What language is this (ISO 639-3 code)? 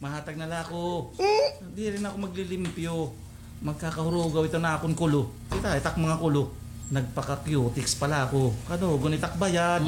war